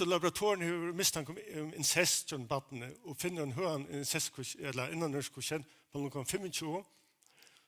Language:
Faroese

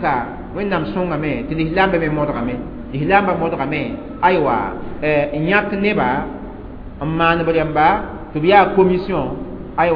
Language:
Mossi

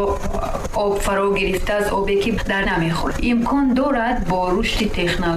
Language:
Tajik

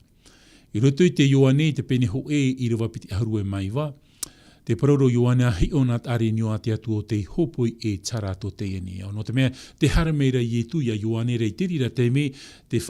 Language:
Tahitian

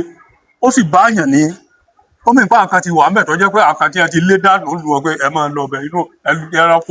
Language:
Yoruba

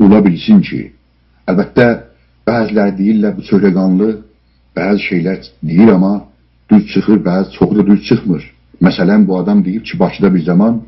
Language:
South Azerbaijani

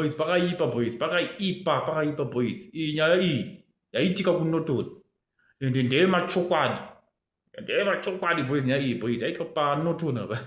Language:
Shona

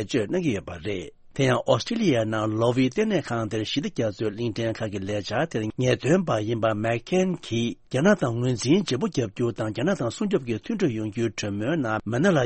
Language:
Tibetan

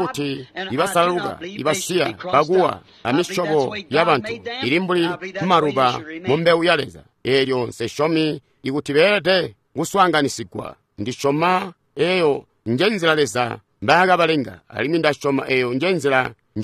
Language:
Tonga (Zambia)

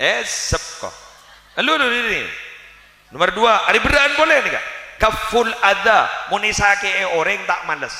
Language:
Madurese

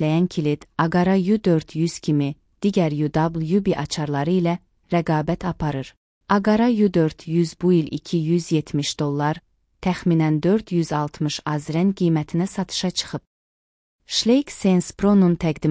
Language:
Azerbaijani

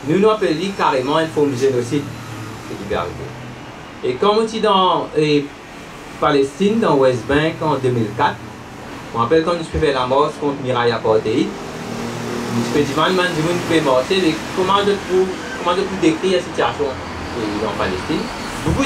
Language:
Morisyen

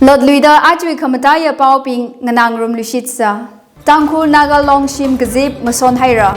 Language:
Tangkhul Naga (India)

